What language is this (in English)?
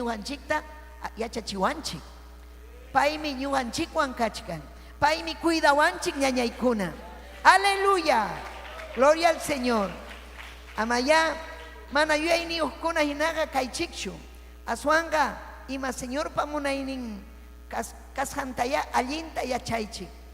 Ayacucho Quechua